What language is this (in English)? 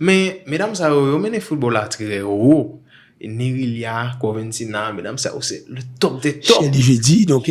Haitian Creole